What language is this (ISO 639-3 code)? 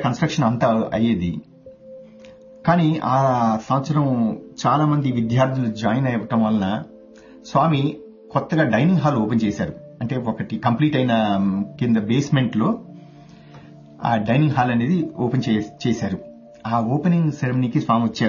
tel